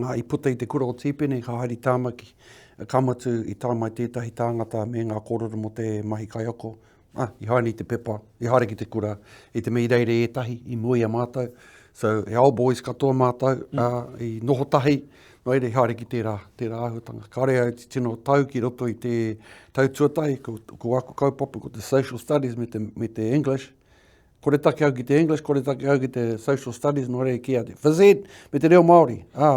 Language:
Māori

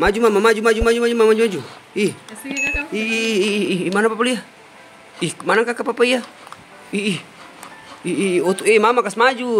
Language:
Ambonese Malay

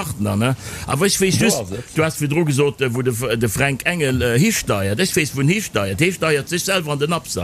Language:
Luxembourgish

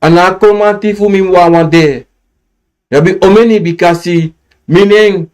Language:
Sranan Tongo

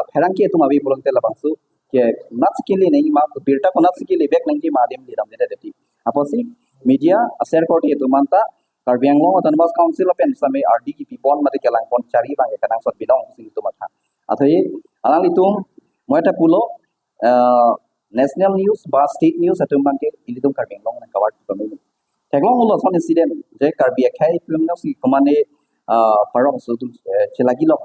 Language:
Karbi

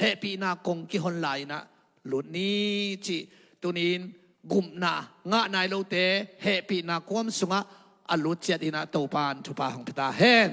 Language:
Tedim Chin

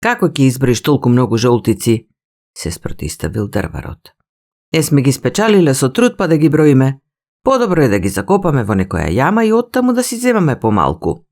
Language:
Macedonian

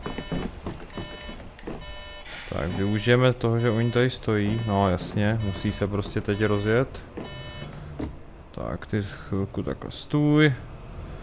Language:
Czech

